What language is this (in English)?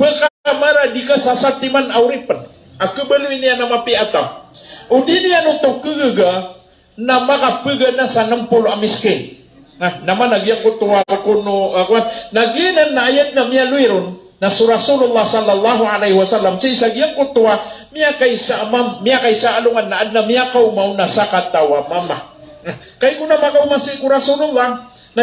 Maranao